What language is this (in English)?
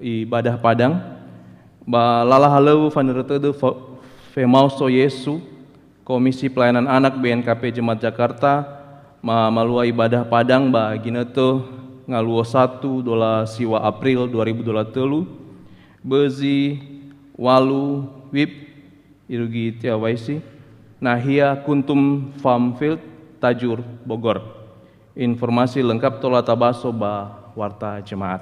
Nias